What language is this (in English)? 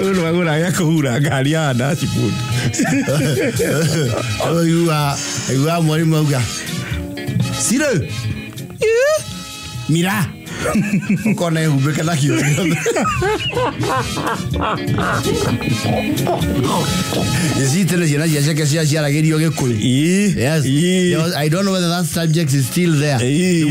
Kikuyu